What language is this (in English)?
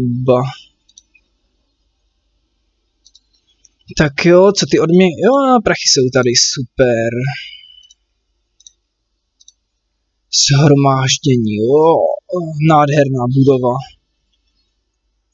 Czech